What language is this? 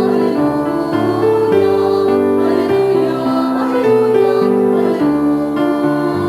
Bikol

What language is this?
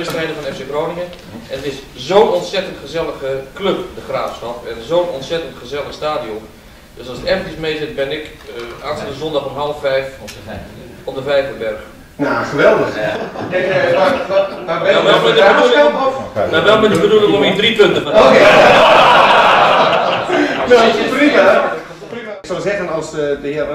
Dutch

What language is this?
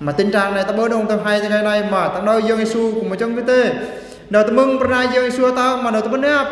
Eastern Bru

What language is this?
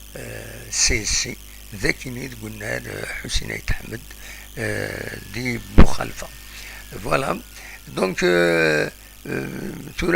Kabyle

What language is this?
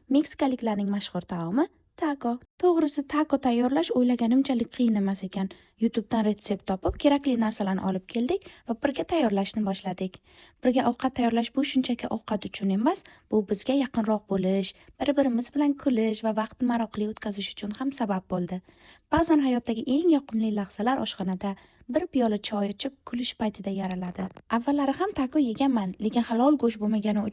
Uzbek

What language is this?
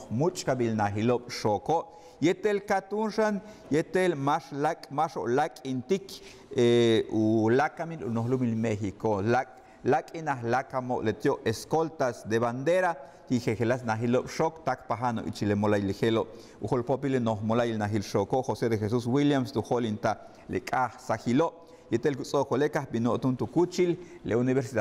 Yucateco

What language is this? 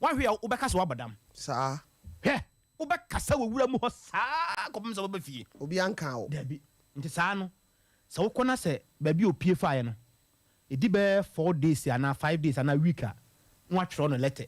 Akan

